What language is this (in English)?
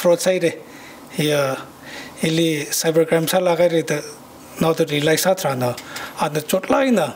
Tangkhul Naga (India)